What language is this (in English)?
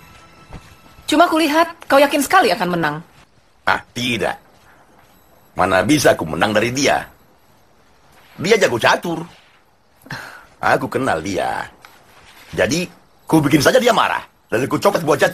Indonesian